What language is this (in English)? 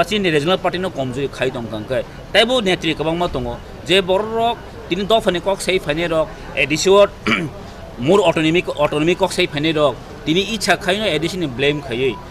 Kok Borok